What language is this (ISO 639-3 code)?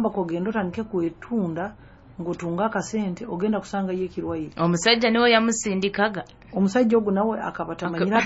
nyo